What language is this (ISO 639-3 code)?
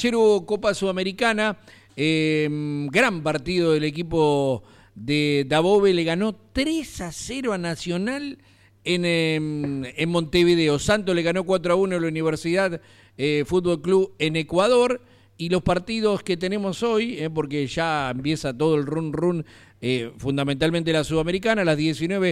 spa